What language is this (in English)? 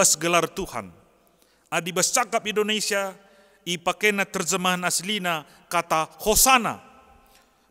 Batak Karo